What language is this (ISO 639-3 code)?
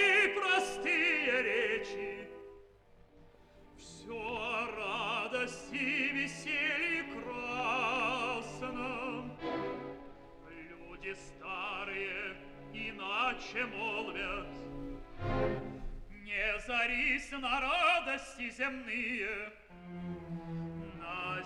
rus